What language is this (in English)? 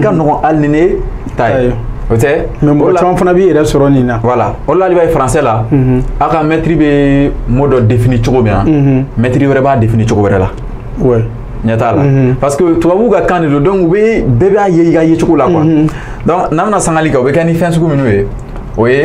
Bambara